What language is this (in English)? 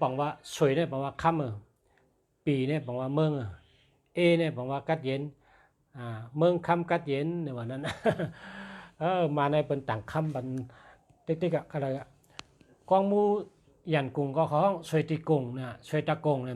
Shan